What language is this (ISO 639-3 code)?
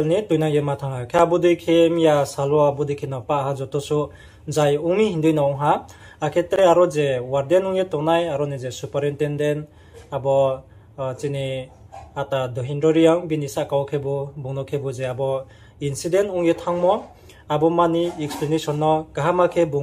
ria